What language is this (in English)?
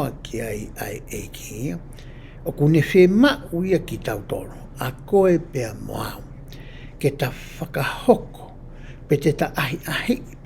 Tongan